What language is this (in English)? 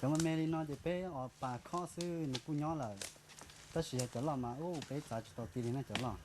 Hmong